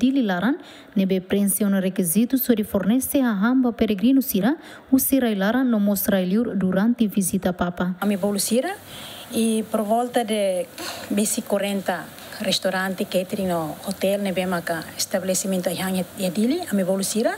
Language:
Tetum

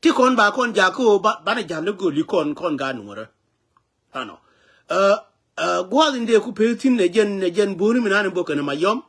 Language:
Nuer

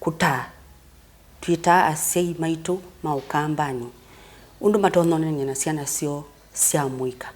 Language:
Kamba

